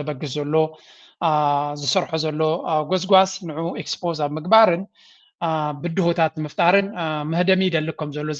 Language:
Tigrinya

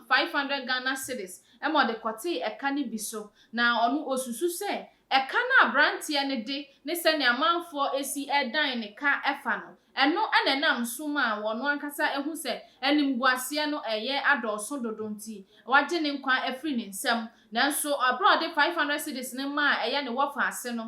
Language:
Akan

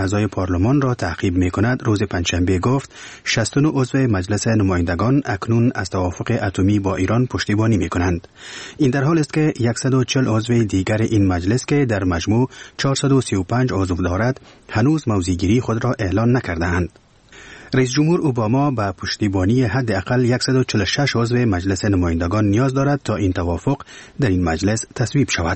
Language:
Persian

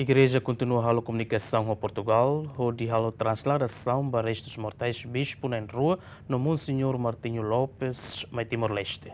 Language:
Tetum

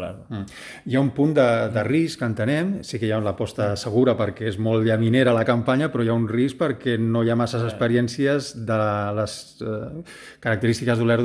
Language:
Catalan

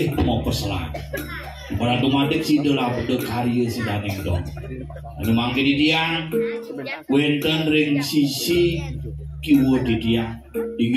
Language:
Balinese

